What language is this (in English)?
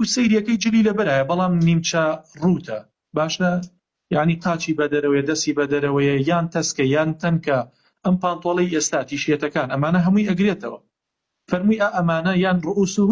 Central Kurdish